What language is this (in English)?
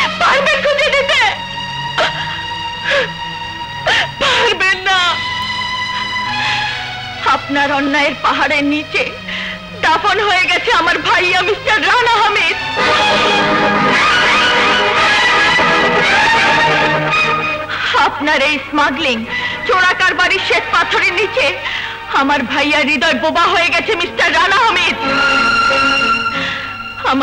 Bangla